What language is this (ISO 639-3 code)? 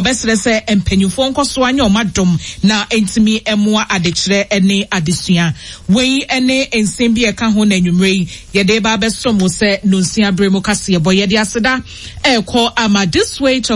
aka